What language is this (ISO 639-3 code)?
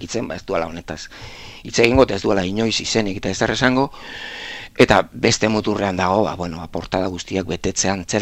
eus